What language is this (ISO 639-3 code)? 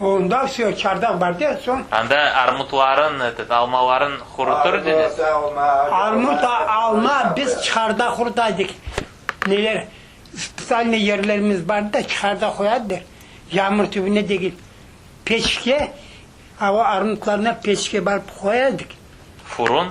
crh